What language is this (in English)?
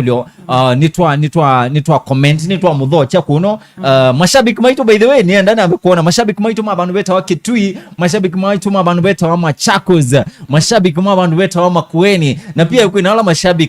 Kamba